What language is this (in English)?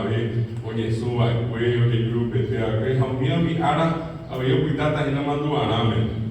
Guarani